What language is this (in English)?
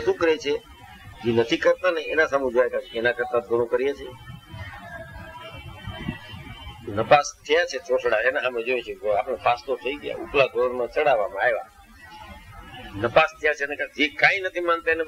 Gujarati